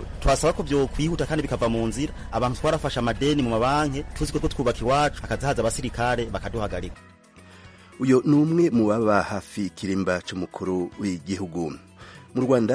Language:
Kinyarwanda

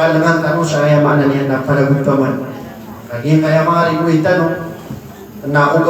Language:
Maranao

